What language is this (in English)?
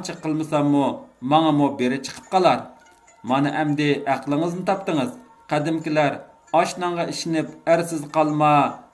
Uyghur